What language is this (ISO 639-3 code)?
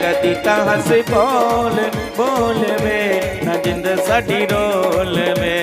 doi